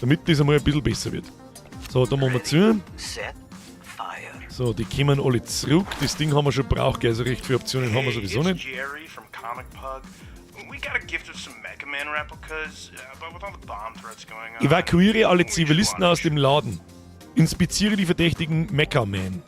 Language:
Bavarian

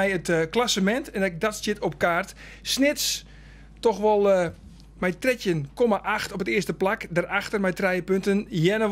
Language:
Western Frisian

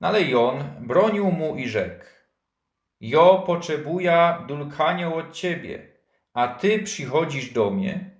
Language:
Silesian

